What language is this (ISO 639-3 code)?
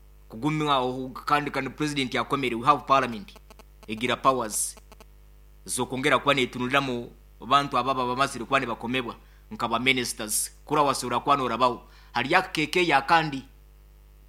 nyn